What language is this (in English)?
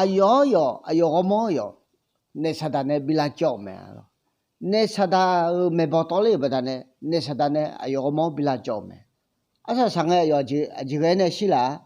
Akha